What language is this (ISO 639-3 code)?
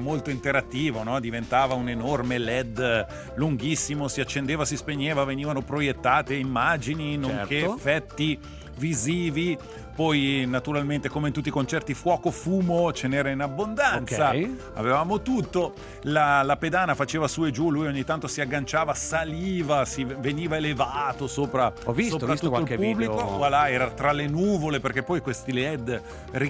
ita